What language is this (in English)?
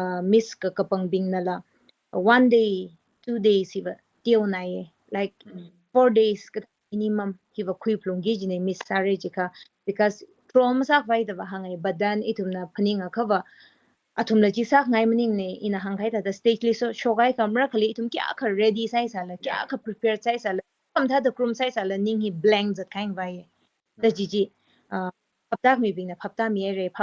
Tangkhul Naga (India)